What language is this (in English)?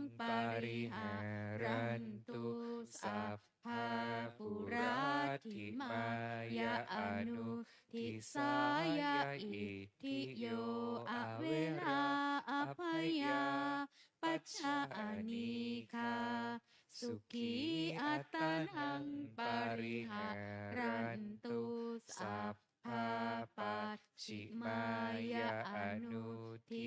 Pali